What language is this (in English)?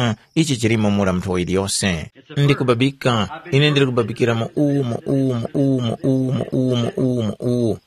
Tumbuka